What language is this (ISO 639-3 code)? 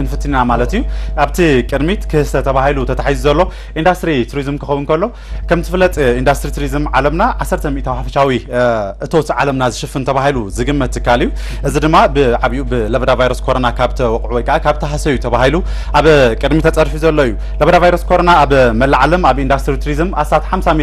tir